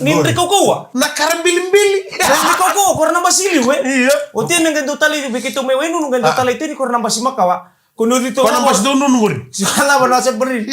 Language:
Fijian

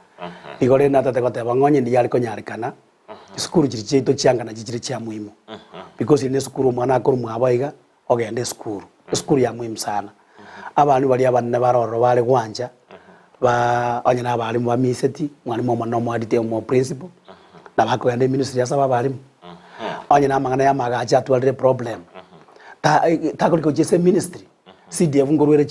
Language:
Gusii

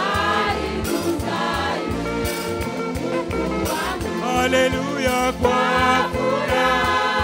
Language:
Swahili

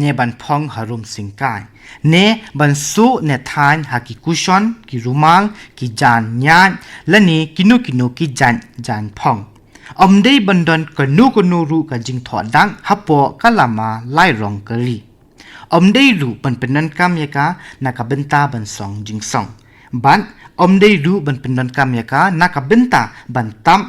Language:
Khasi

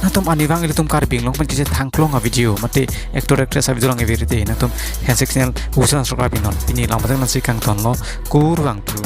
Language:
Karbi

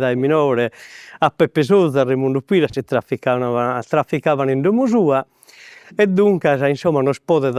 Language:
Sardinian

